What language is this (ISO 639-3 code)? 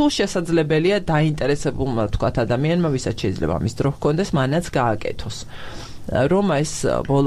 kat